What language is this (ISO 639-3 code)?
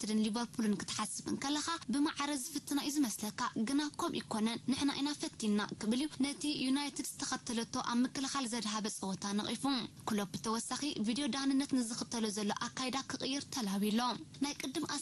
tir